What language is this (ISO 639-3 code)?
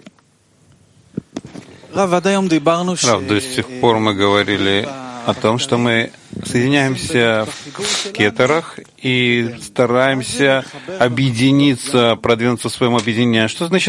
rus